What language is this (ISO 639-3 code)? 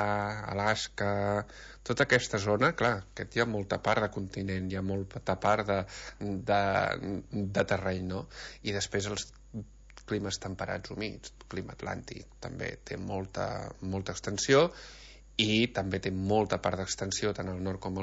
cat